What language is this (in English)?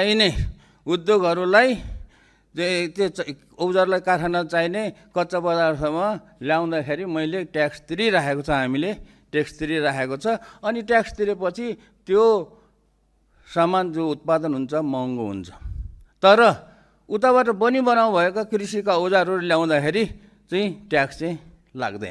Nepali